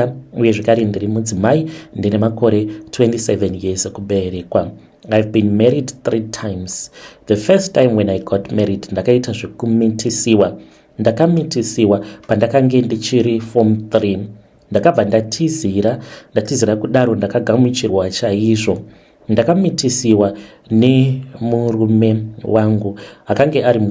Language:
Shona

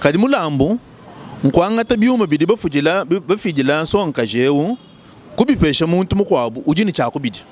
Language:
Luba-Lulua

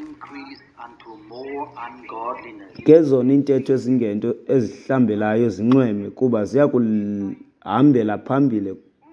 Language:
Xhosa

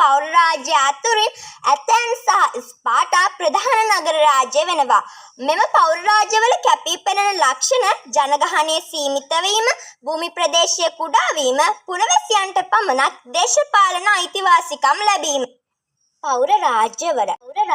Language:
Sinhala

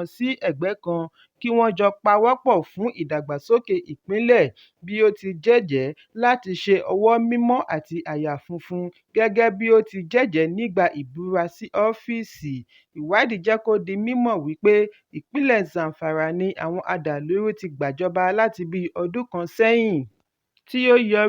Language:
Yoruba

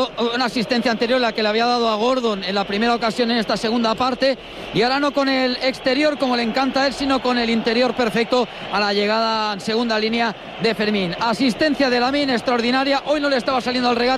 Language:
Spanish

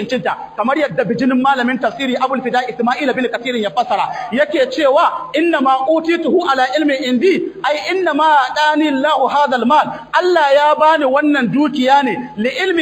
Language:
Hausa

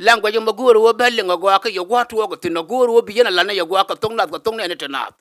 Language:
Nuer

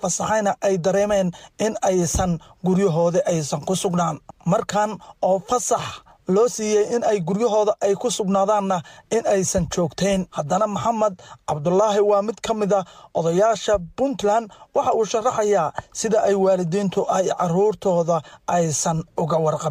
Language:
Somali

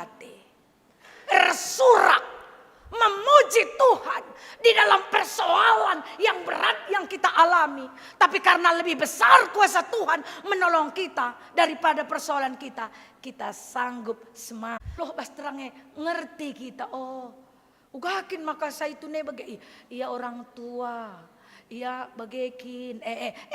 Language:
Batak Karo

